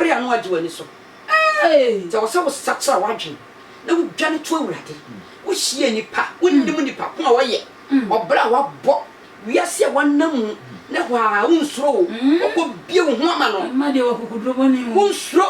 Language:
Akan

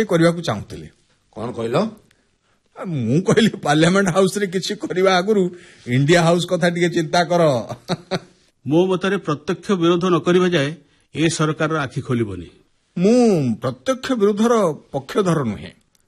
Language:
Odia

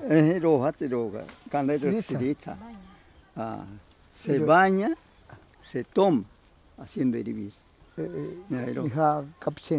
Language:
Ashéninka Perené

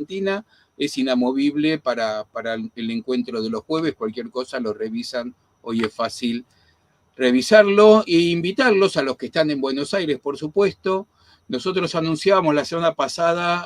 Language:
Ladino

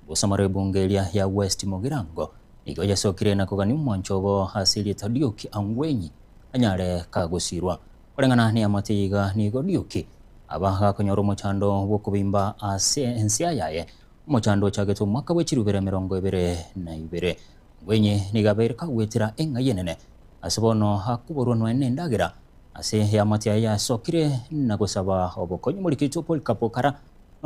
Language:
Gusii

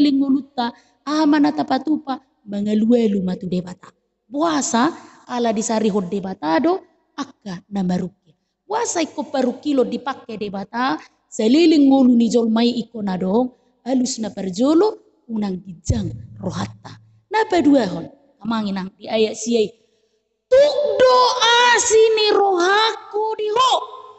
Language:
Batak Toba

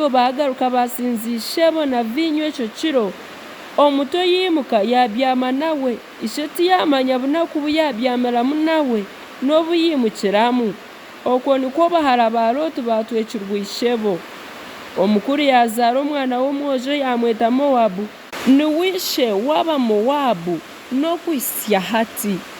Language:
Nyankole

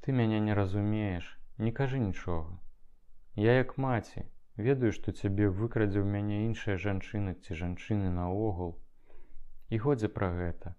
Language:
Belarusian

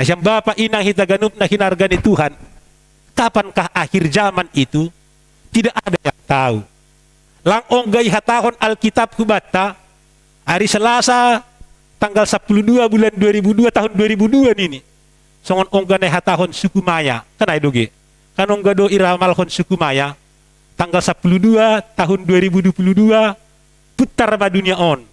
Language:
Batak Simalungun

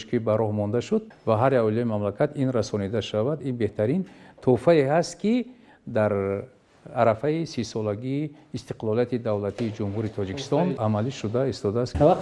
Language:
Tajik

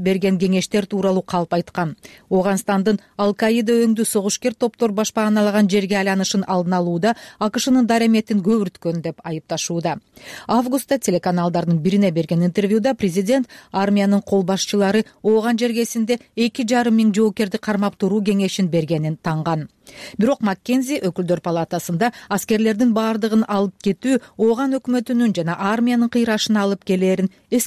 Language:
Kyrgyz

